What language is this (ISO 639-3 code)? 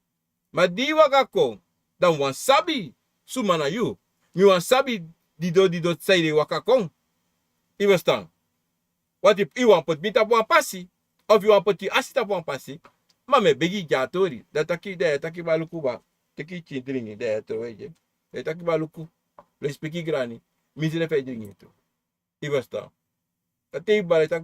srn